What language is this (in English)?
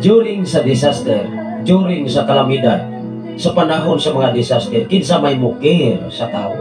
Cebuano